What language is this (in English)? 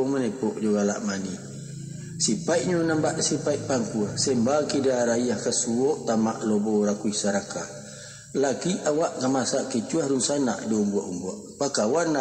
Minangkabau